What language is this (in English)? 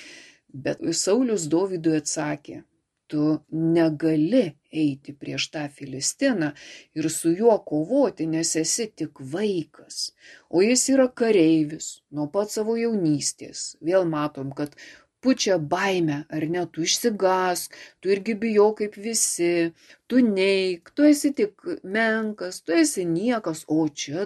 Lithuanian